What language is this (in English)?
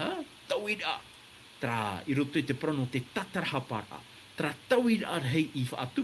Tahitian